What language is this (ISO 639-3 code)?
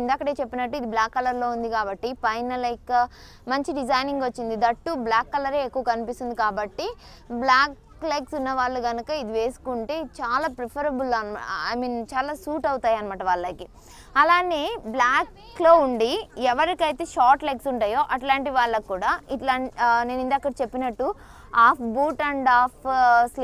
tel